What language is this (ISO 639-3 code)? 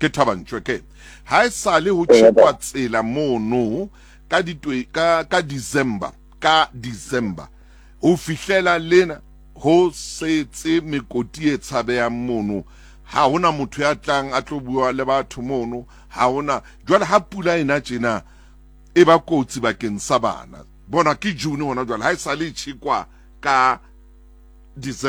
sot